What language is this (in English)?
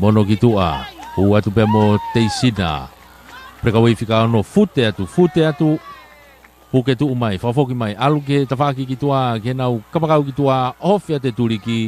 Tongan